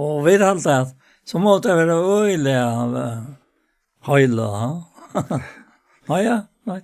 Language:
Faroese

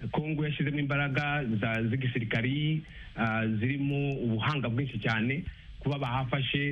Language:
Kinyarwanda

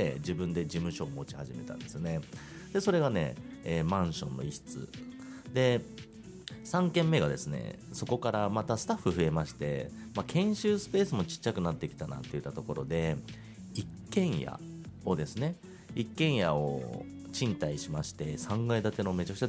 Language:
Japanese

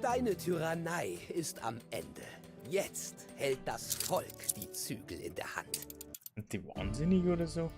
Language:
Bavarian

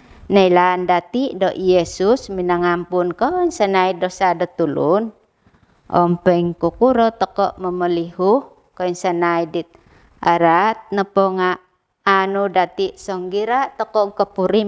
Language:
Central Dusun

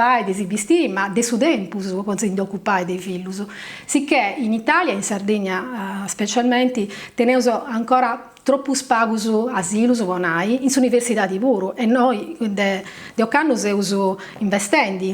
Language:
Sardinian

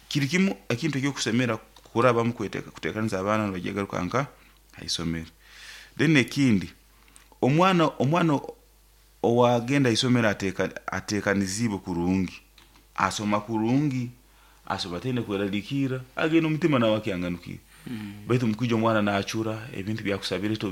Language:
Nyoro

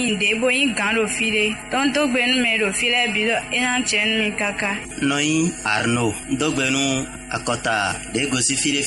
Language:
Fon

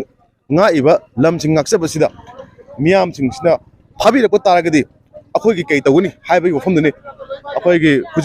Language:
Manipuri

